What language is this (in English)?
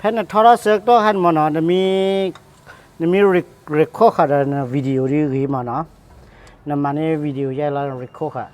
S'gaw Karen